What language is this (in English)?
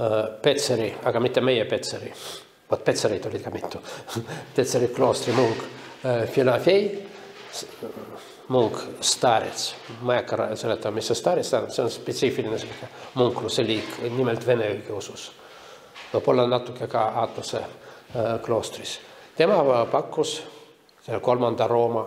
Estonian